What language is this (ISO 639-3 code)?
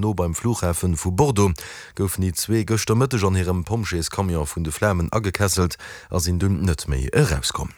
ltz